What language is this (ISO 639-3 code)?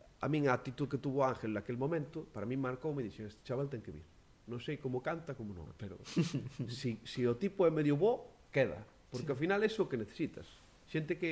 glg